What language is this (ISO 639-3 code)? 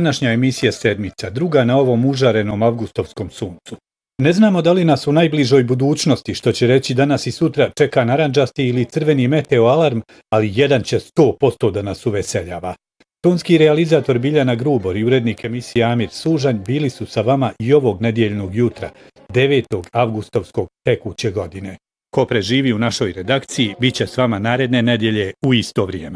bos